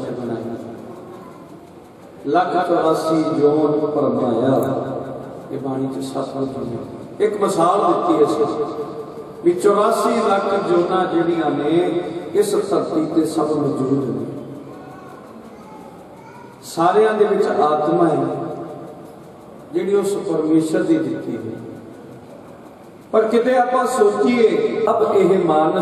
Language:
Punjabi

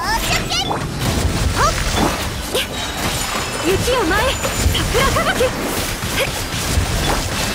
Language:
Japanese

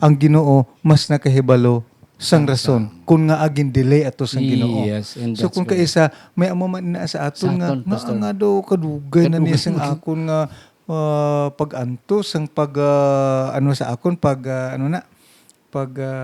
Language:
Hiligaynon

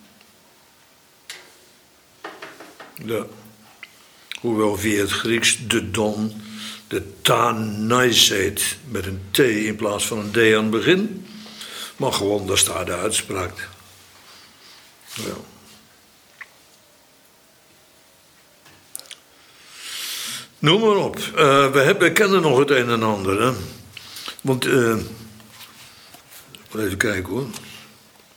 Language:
Dutch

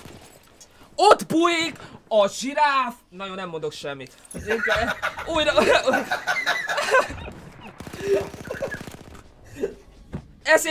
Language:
Hungarian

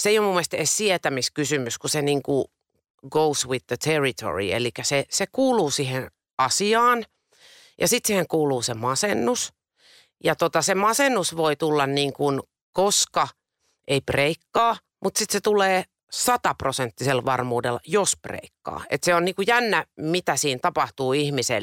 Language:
Finnish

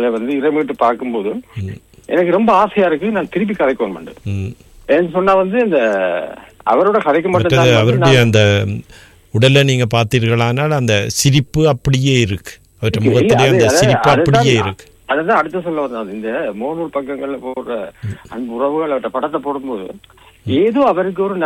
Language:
Tamil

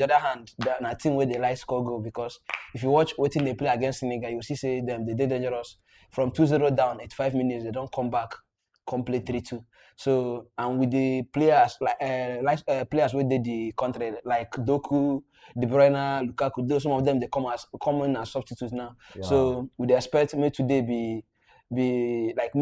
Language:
Nigerian Pidgin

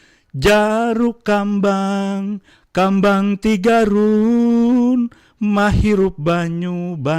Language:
Banjar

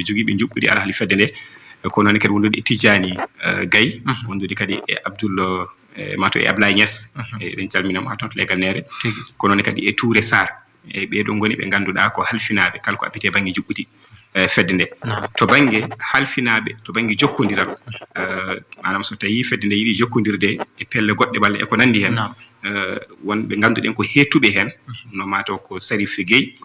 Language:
Fula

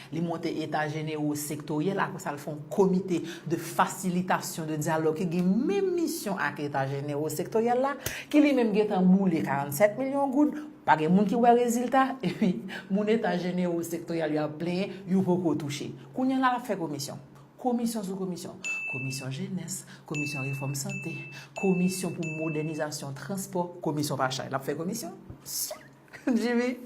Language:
Haitian Creole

